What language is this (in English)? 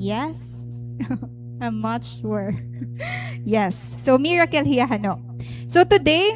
Waray